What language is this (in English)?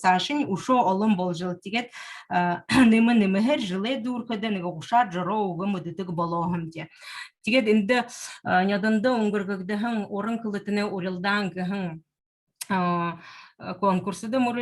Buriat